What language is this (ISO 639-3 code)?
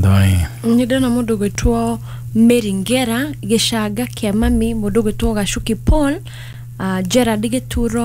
kik